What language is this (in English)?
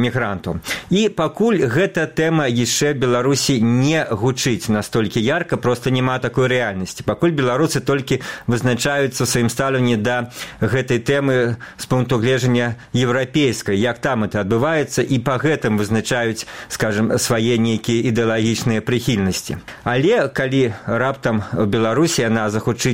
Belarusian